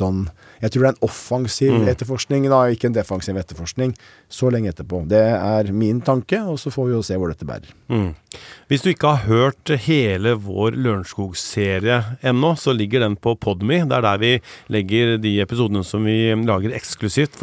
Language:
Norwegian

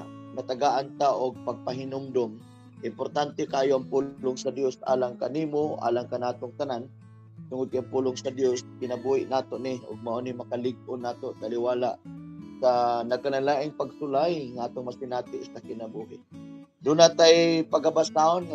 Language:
Cebuano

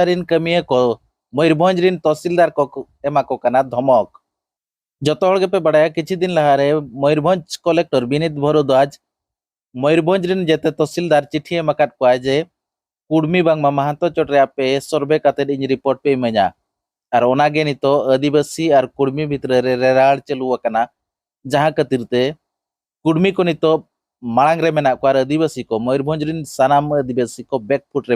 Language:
Santali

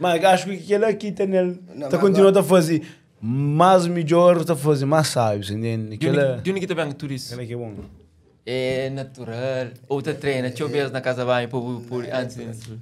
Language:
Kabuverdianu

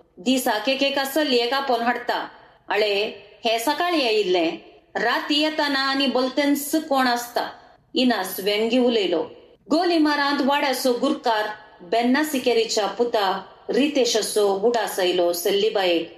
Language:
Konkani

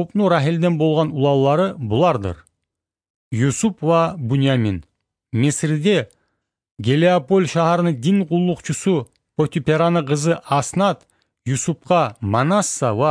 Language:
Kumyk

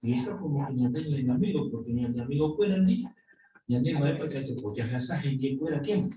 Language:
Guarani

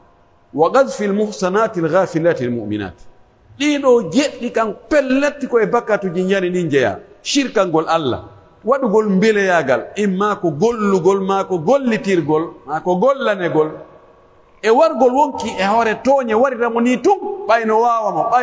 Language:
Pular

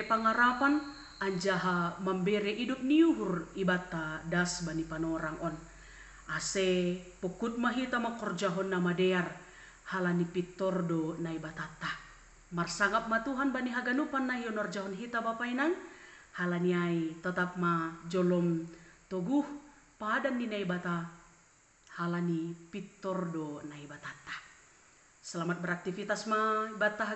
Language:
Batak Simalungun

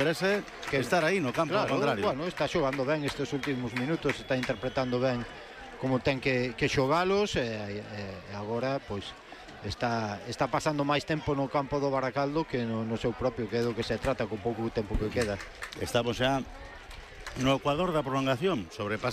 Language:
Galician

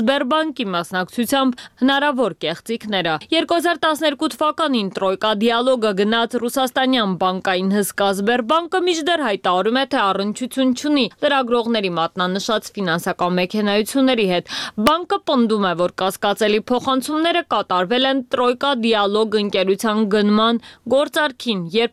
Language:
Armenian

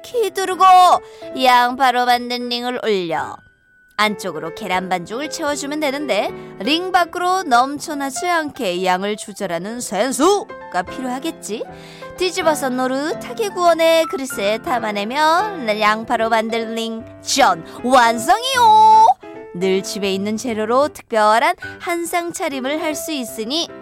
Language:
Korean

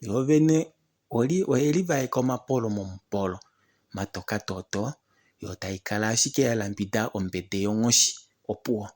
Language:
Kuanyama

